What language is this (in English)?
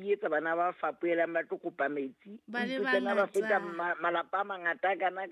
Southern Sotho